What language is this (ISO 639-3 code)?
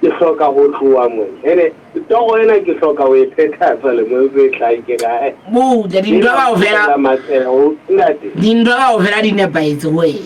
sot